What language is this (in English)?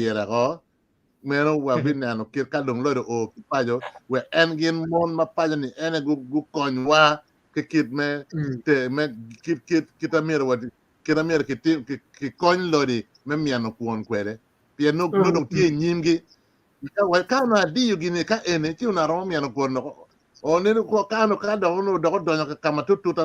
Acoli